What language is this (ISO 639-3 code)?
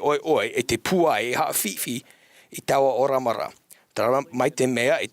tah